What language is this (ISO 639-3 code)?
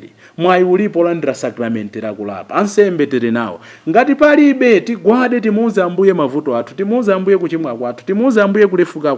nya